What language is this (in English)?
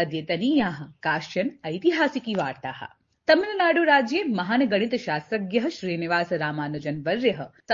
Sanskrit